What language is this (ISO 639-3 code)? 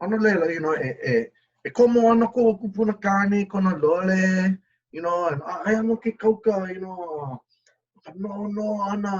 haw